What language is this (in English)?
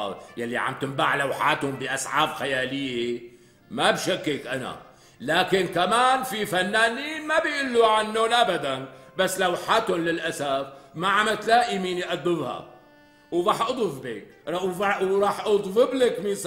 North Levantine Arabic